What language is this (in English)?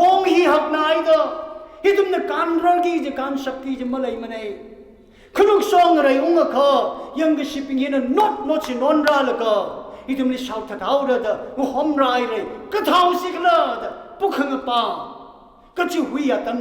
Tangkhul Naga (India)